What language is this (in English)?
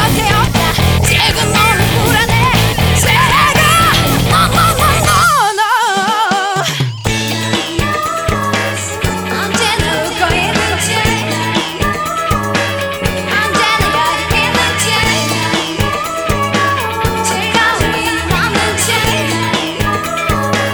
Korean